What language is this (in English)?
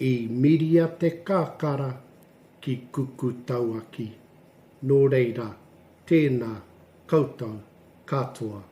Māori